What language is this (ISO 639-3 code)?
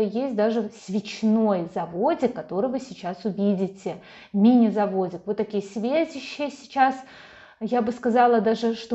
rus